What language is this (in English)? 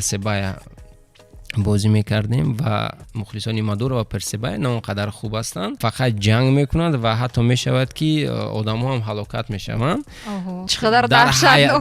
Tajik